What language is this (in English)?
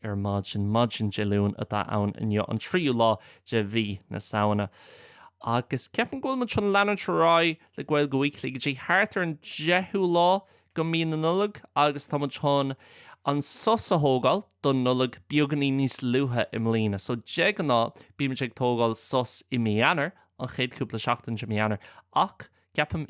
Irish